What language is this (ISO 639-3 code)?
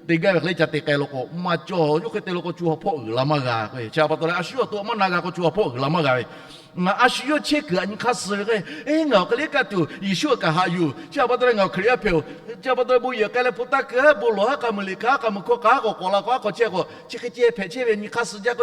lhu